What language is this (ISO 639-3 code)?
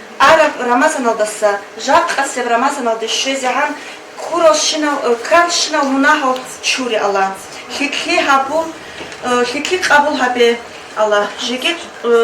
ava